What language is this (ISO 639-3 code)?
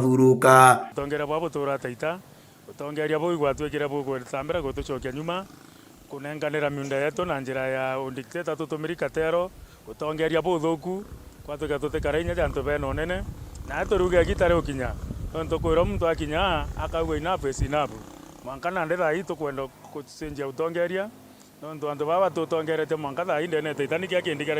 mer